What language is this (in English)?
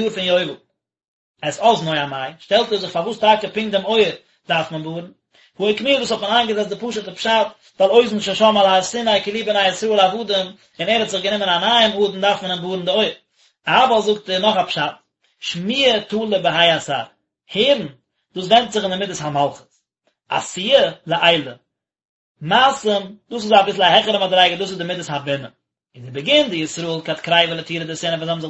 Yiddish